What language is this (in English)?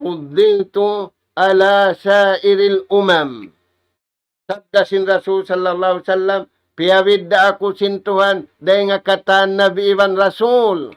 Tausug